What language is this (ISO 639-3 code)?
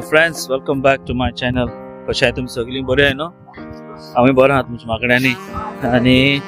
kok